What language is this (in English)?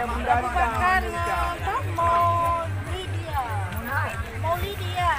Achinese